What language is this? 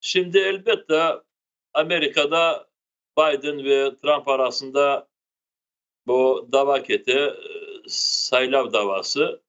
Crimean Tatar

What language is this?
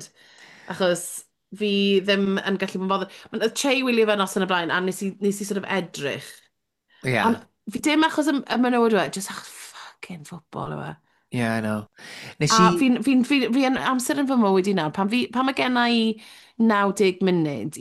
Welsh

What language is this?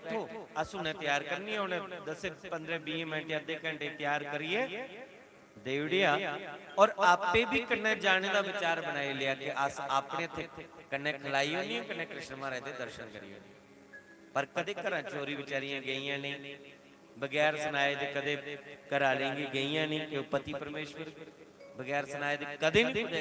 Dogri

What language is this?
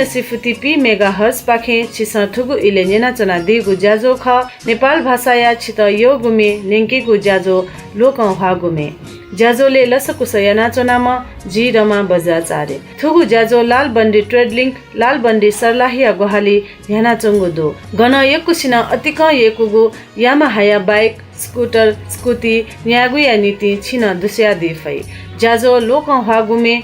Newari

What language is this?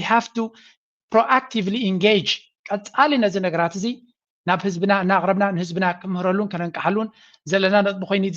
Tigrinya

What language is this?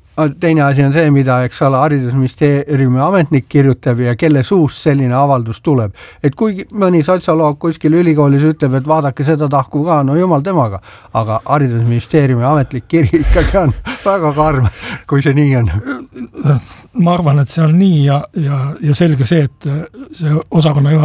Estonian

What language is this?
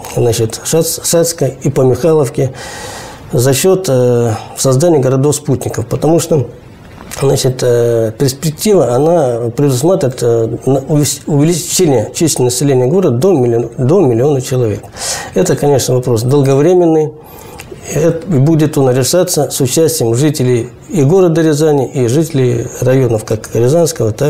Russian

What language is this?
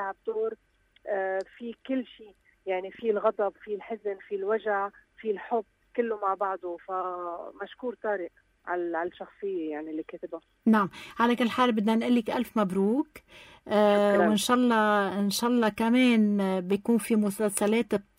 North Levantine Arabic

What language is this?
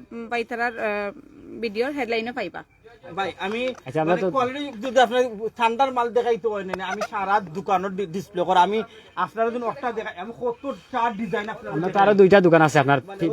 Sylheti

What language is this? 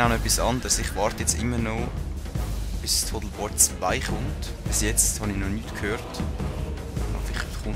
Swiss German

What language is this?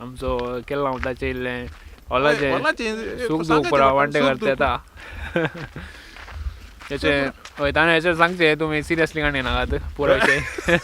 Konkani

